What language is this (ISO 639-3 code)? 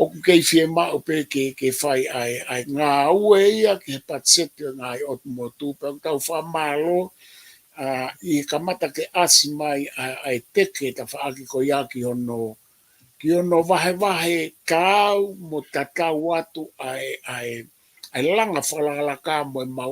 ton